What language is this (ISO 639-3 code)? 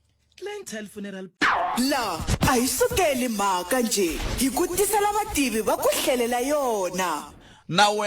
tso